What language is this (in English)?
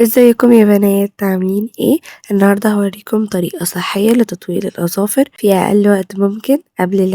Egyptian Arabic